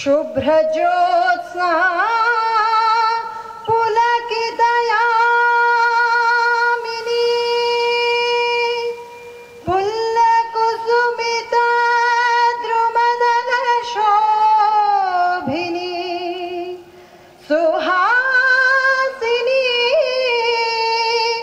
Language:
Kannada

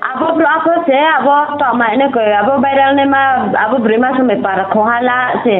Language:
Riang (India)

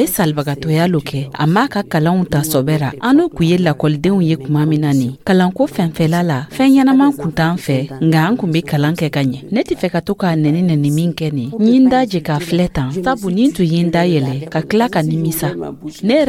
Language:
Dyula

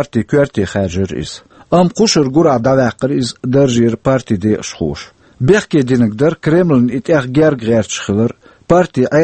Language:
Chechen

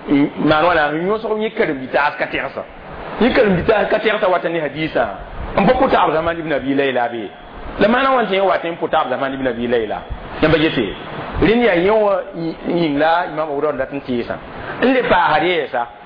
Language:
Mossi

